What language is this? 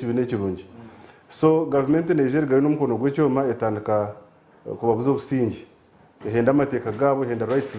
Nyankole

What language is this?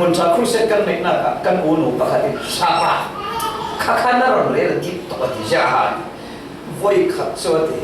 Falam Chin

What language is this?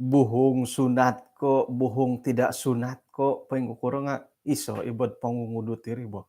Central Dusun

